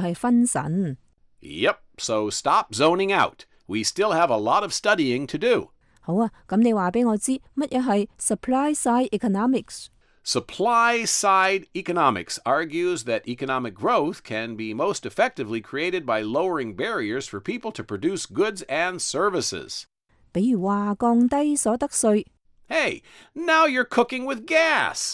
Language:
Cantonese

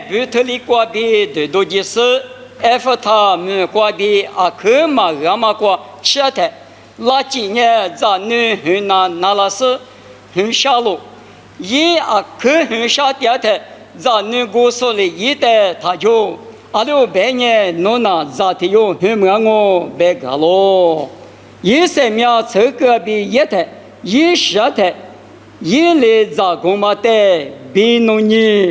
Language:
Lisu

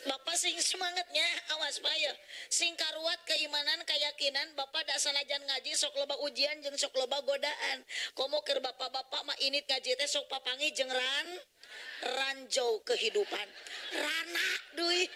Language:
Sundanese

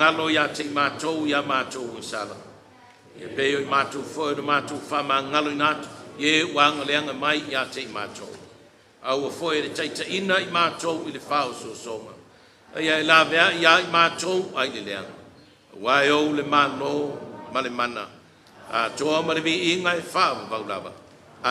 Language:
Samoan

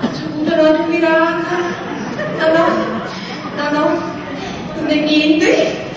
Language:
Neapolitan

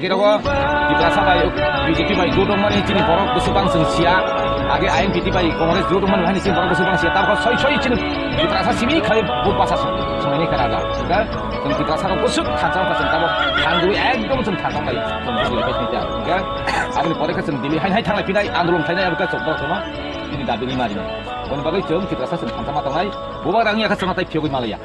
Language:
Kok Borok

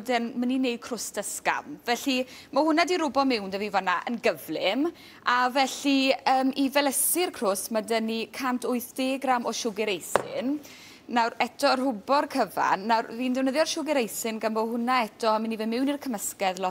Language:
Welsh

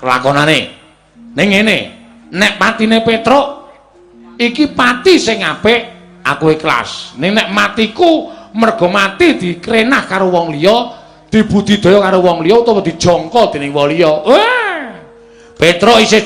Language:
Javanese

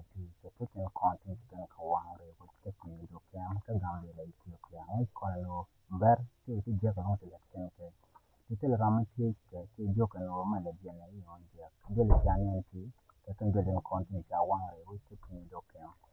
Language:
Nuer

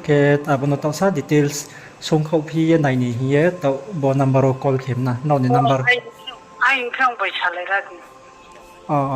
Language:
Riang (India)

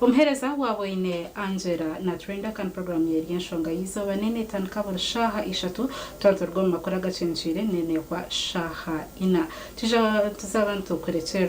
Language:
Nyankole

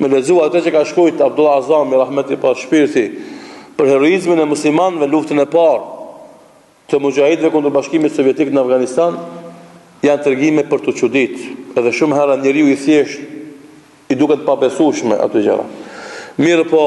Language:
Albanian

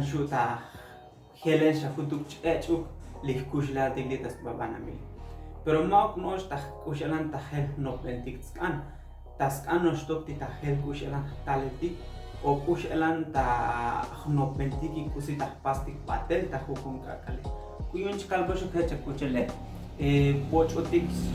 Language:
Tzotzil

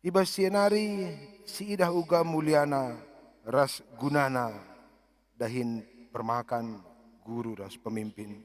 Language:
Batak Karo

